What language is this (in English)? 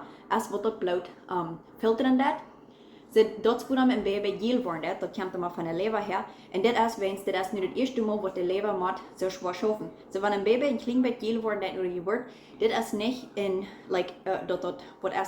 Plautdietsch